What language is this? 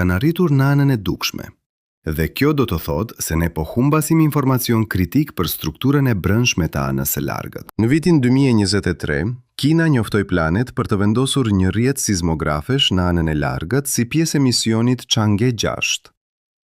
Albanian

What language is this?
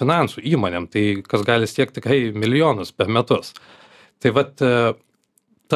Lithuanian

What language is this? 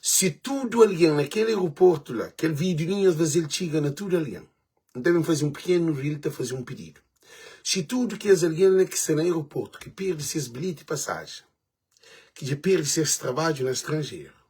Kabuverdianu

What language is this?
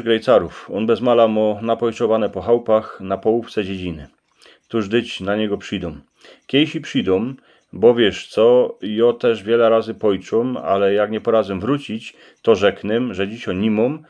Silesian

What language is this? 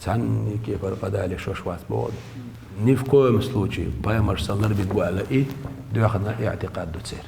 Chechen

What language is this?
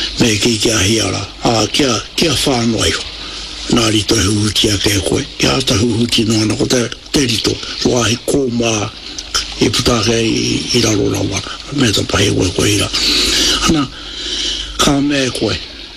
Māori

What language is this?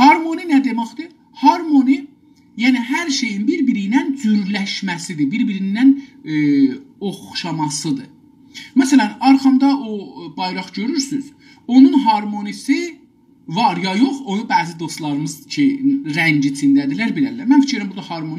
South Azerbaijani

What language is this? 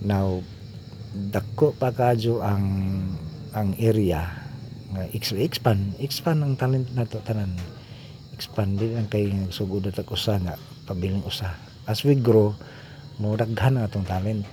Cebuano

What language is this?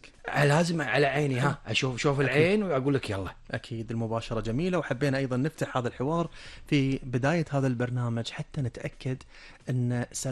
Gulf Arabic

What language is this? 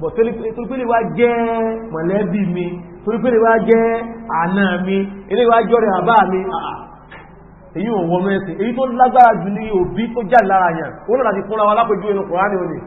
Yoruba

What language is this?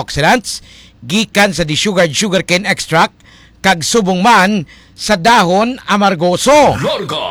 Hiligaynon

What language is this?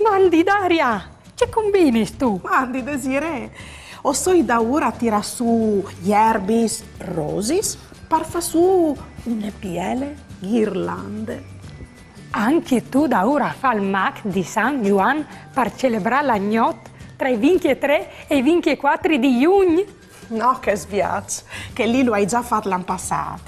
Friulian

